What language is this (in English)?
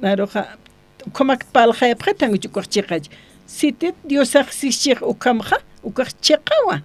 Aymara